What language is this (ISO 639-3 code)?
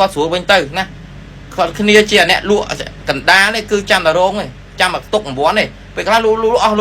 khm